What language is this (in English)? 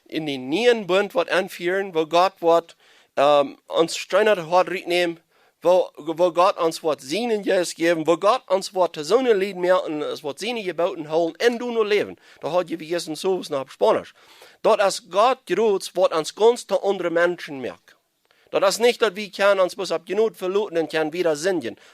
Plautdietsch